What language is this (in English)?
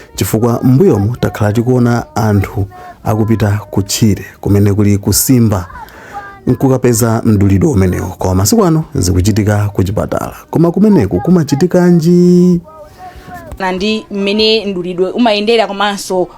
Nyanja